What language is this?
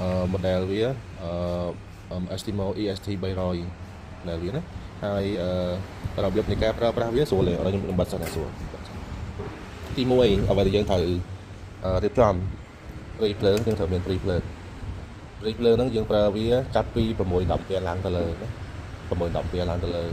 Khmer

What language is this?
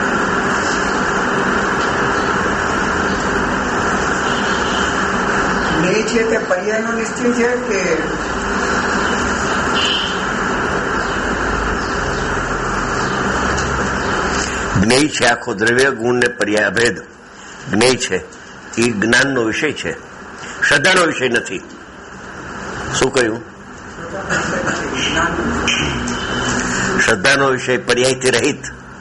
Gujarati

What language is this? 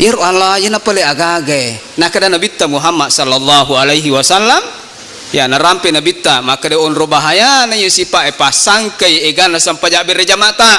Buginese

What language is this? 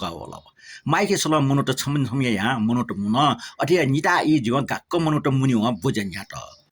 Newari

